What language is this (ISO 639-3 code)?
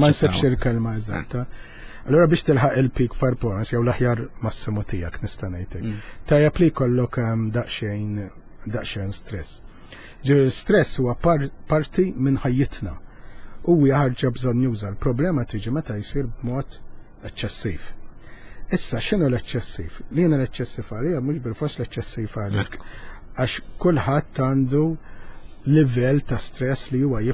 mlt